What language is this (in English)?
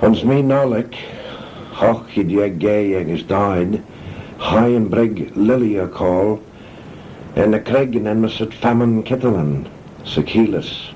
Manx